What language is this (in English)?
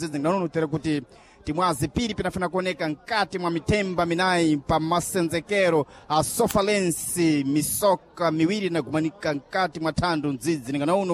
Sena